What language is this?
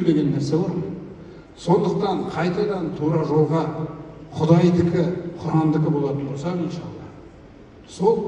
Kazakh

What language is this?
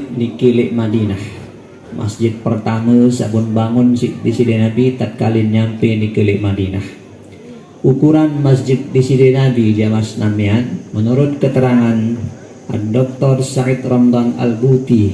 Sasak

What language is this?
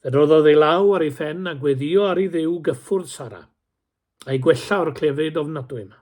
Welsh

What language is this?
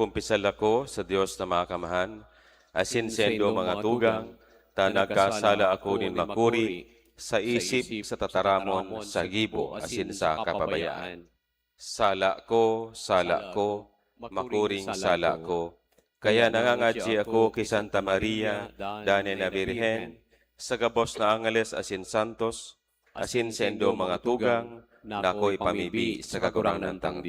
Bikol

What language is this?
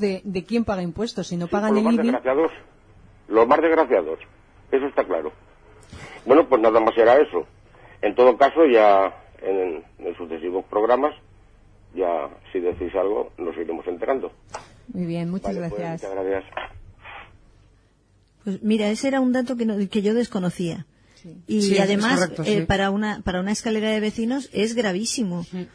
Spanish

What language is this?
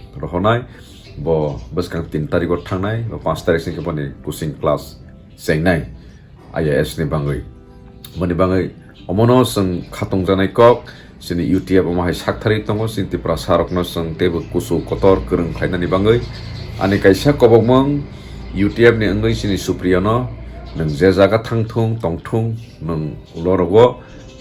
Kok Borok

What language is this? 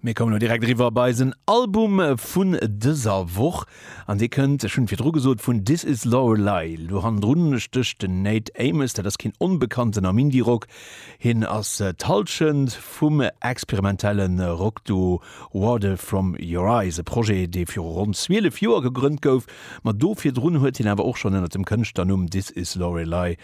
Luxembourgish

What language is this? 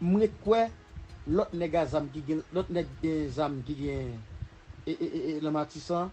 Haitian Creole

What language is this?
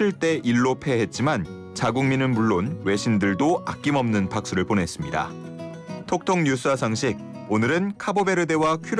Korean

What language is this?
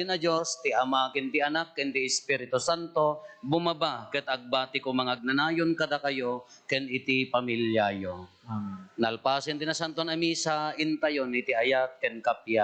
Iloko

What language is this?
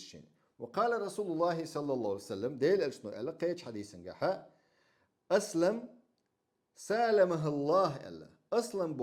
Chechen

